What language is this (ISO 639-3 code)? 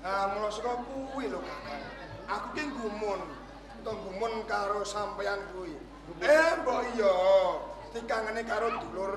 jav